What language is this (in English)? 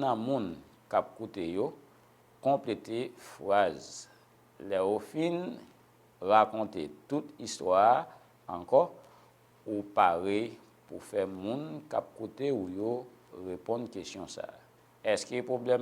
Haitian Creole